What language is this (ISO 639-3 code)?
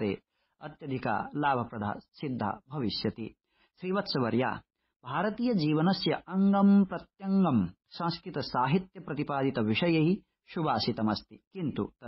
san